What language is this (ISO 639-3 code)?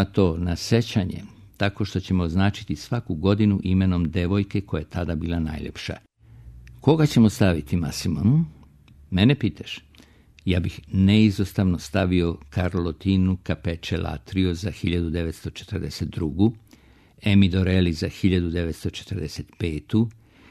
srp